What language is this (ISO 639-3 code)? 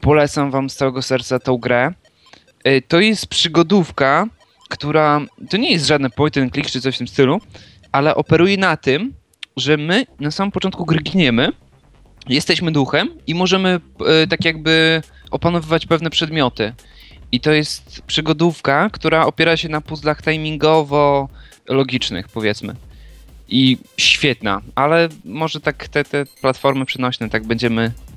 pol